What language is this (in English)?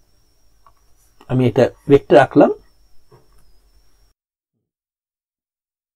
Bangla